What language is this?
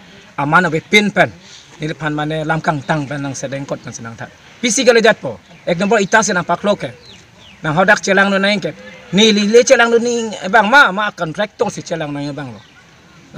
Karbi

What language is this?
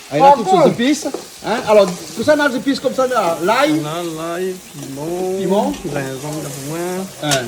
Réunion Creole French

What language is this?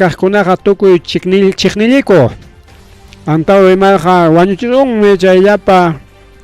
Ayacucho Quechua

